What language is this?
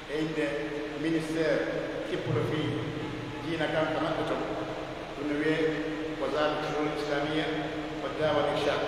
Pular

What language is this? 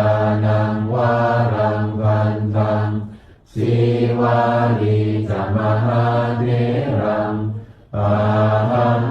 Pali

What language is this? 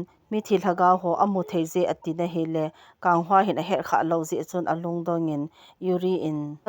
Thado Chin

